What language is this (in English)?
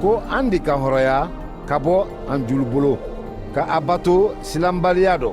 Mandingo